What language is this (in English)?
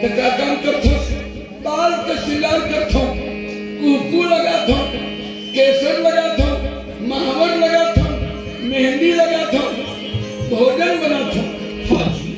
Chhattisgarhi